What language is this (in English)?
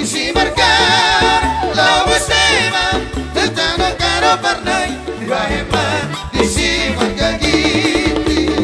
Batak Toba